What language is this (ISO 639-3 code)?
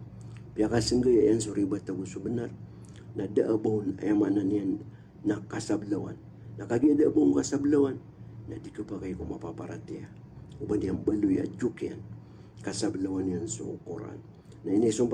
mrw